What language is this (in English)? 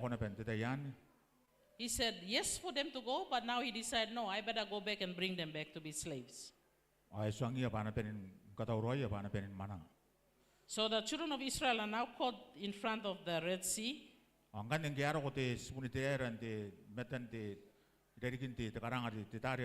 Gilbertese